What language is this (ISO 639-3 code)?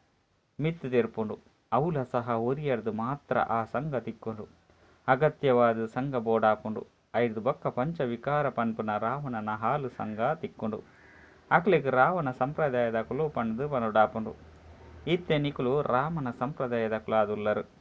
tcy